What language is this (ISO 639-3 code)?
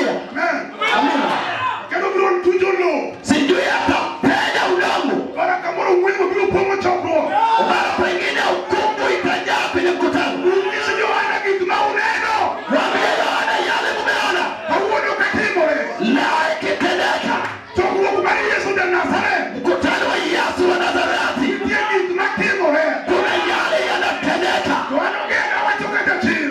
luo